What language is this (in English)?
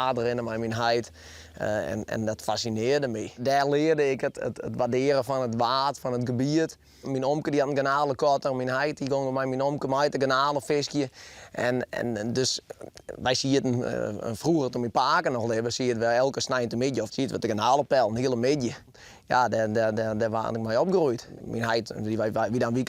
Western Frisian